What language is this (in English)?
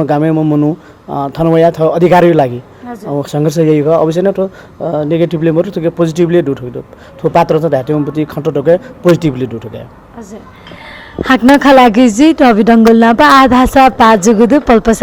Newari